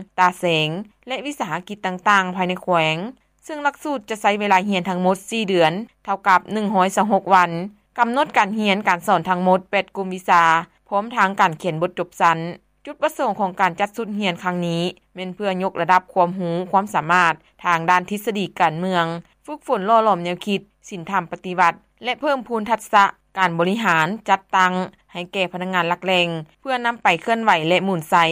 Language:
Lao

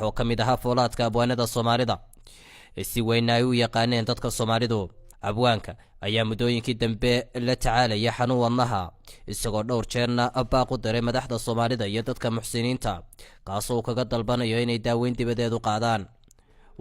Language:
Somali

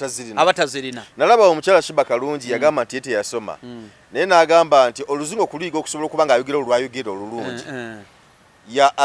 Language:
Ganda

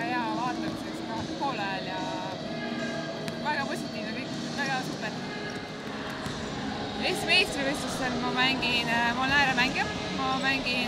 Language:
Estonian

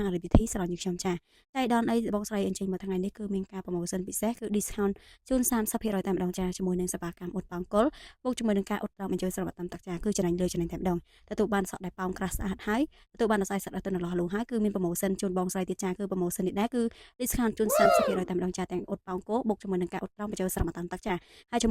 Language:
Khmer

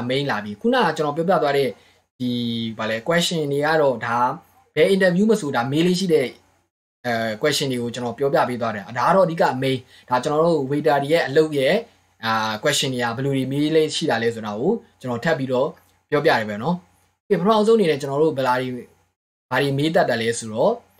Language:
Burmese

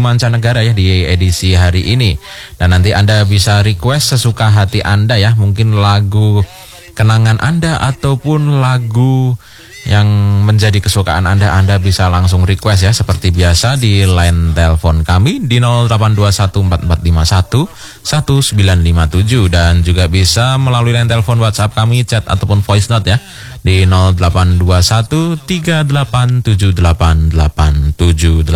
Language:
Indonesian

